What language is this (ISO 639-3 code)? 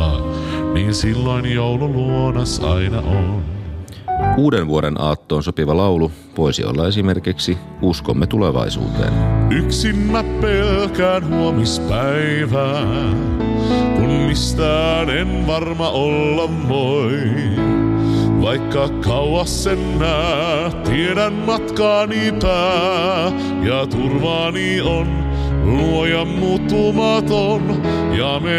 fin